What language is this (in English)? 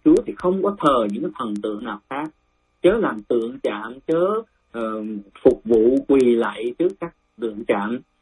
Vietnamese